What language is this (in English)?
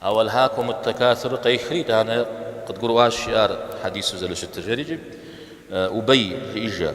Kabardian